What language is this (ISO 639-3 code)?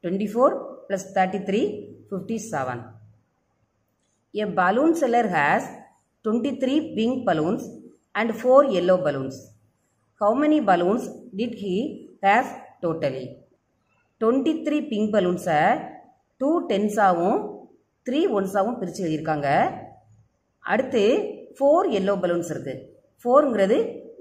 tam